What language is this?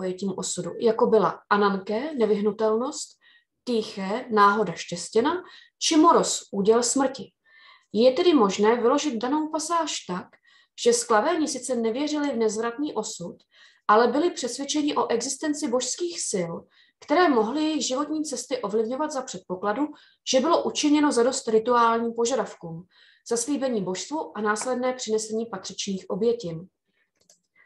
Czech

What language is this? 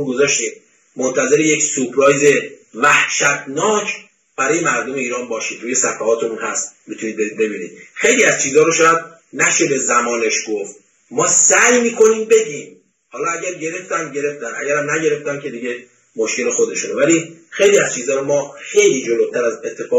Persian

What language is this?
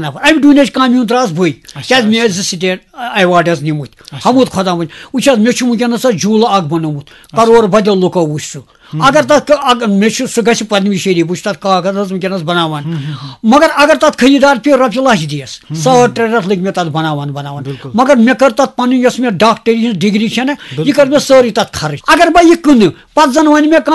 Kashmiri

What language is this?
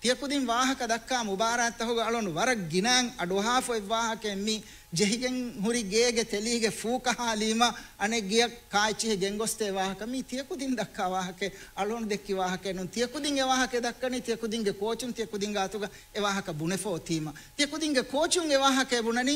Divehi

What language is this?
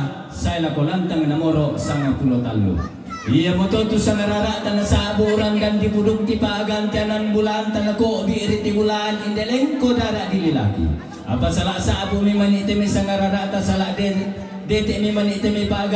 Toraja-Sa'dan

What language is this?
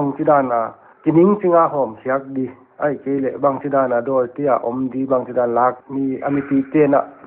Paite Chin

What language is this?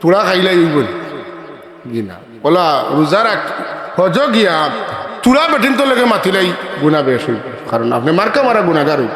Sylheti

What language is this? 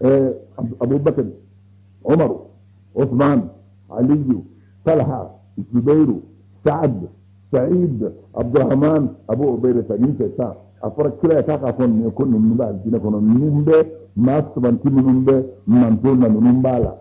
Bambara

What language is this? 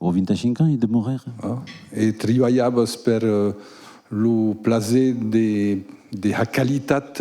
Occitan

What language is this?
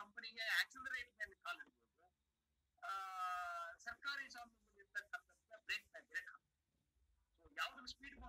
Kannada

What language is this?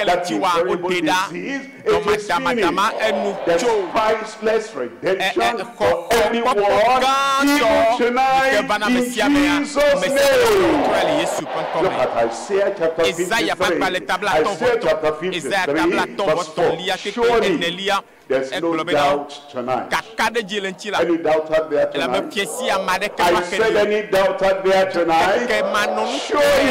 Ewe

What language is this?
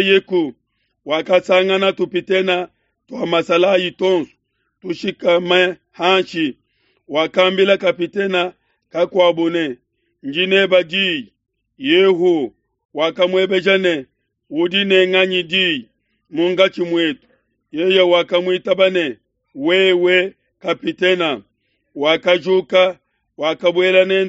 Luba-Lulua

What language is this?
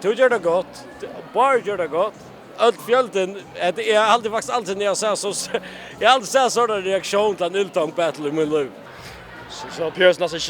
Faroese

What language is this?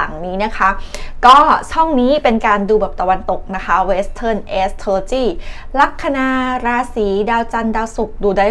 Thai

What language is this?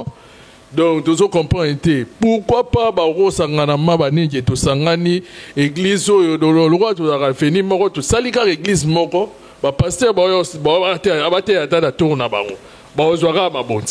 Lingala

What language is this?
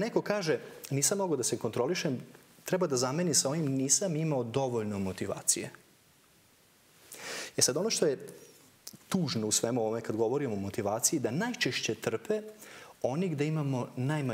Serbian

